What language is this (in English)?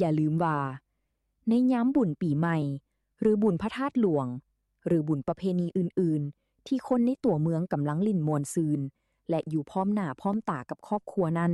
Lao